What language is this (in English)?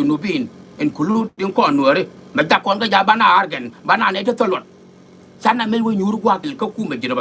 Nuer